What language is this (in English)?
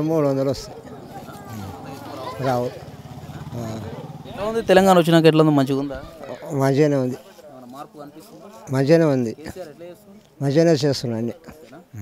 Telugu